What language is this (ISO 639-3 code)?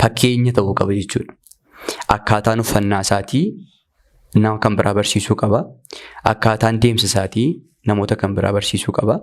orm